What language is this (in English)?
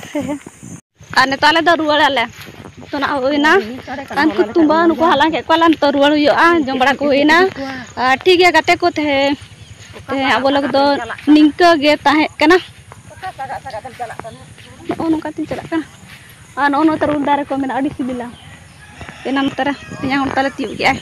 Santali